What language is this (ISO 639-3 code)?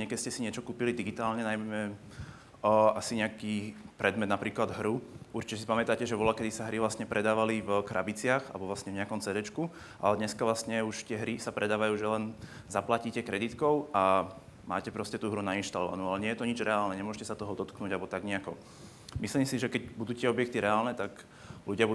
slk